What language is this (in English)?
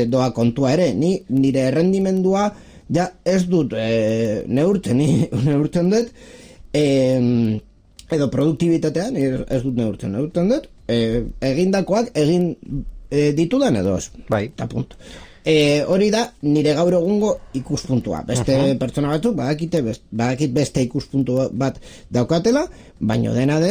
Basque